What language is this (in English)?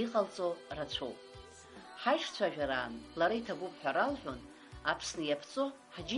Abkhazian